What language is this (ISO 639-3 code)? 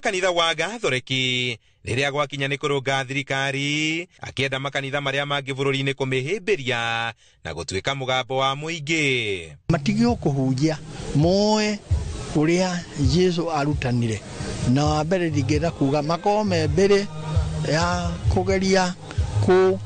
kik